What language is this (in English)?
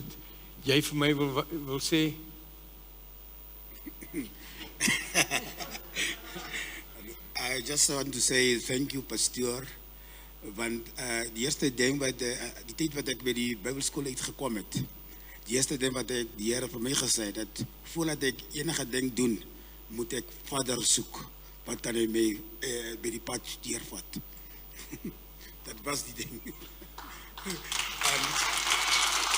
Afrikaans